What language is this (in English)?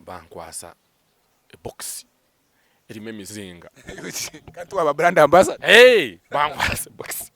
Nyankole